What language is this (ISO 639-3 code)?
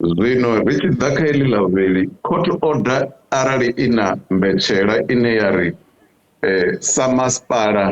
ven